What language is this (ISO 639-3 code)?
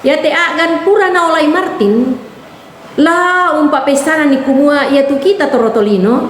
sda